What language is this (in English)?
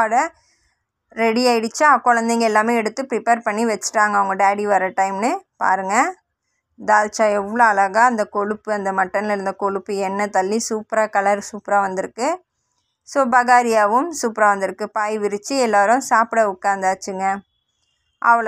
Tamil